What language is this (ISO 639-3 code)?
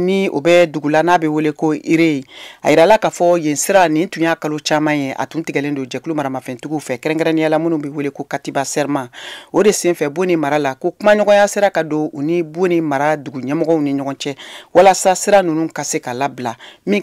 bam